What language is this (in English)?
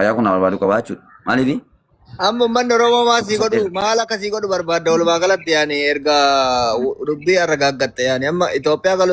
Oromo